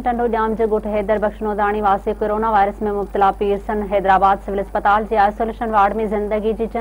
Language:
Sindhi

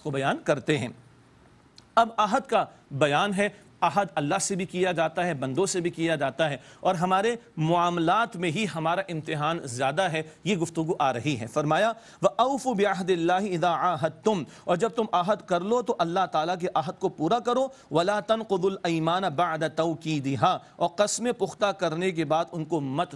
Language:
Urdu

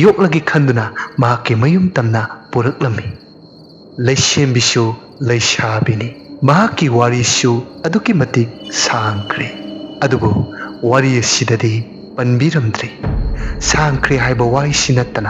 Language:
Manipuri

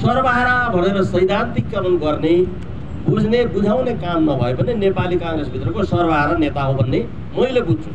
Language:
Nepali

